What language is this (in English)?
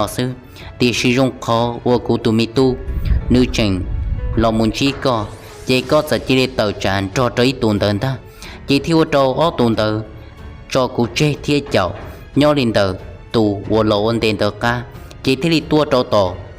Hmong